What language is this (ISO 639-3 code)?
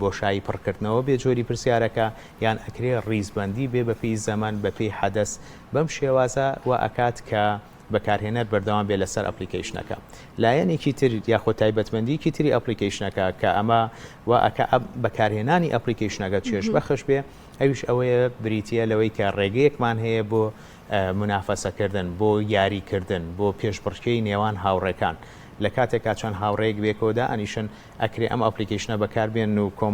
ckb